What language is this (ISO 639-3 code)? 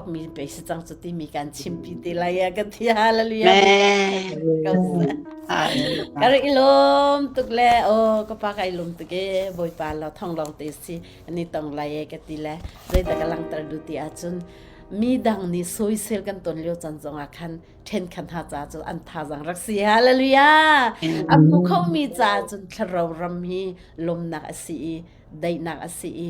cnh